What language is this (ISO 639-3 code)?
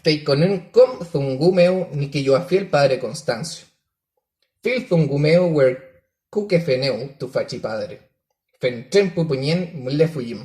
arn